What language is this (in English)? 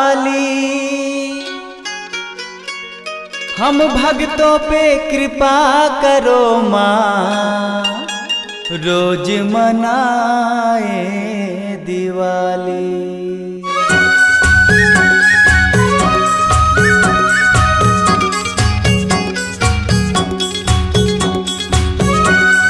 Chhattisgarhi